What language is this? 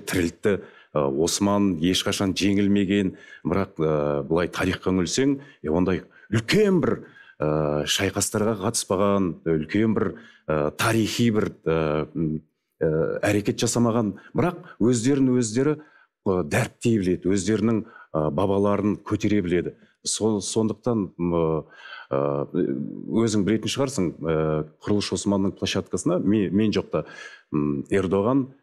Kazakh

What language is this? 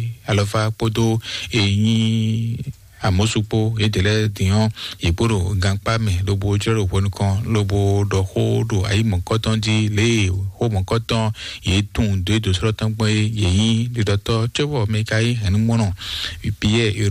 Fon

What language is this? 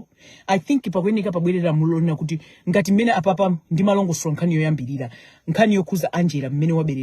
Nyanja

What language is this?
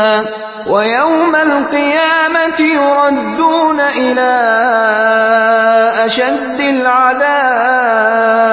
Arabic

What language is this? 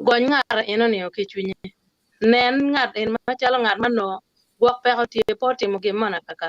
Acoli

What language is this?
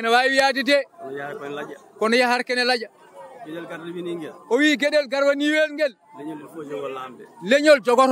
Fula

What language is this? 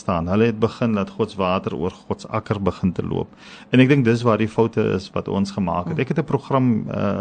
Afrikaans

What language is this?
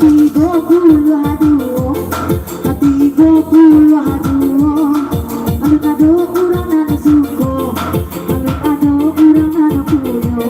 Minangkabau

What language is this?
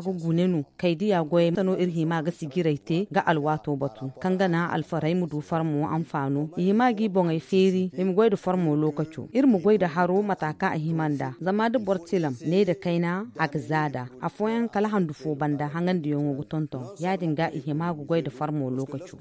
Zarma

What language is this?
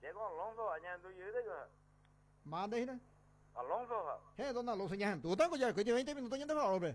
Guarani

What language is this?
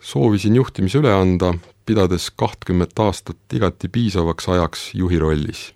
Estonian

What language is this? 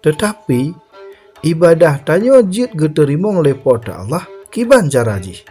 Achinese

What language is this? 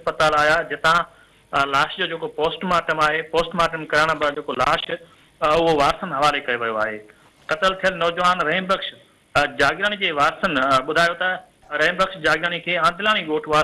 Sindhi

